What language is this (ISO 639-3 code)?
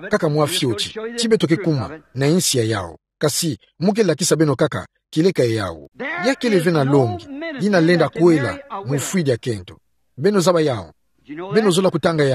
ktu